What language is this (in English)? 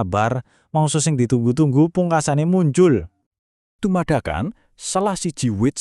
Javanese